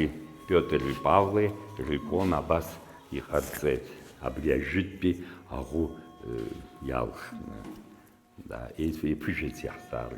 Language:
Abkhazian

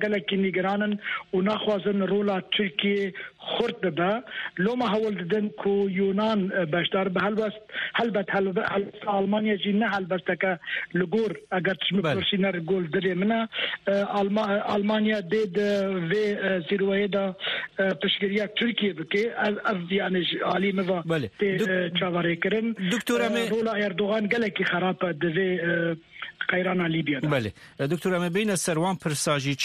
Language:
Kurdish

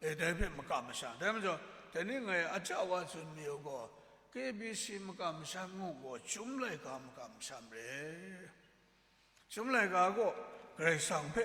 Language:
Kachin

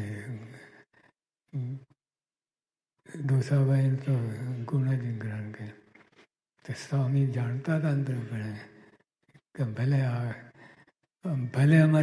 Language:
Gujarati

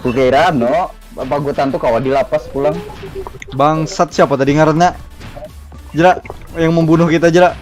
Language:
Banjar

